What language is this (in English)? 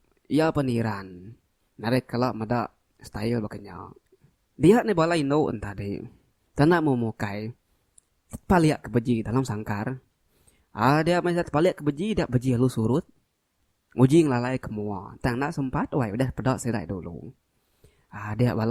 Iban